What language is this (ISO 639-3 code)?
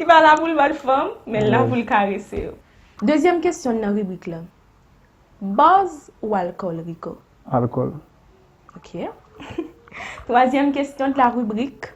hat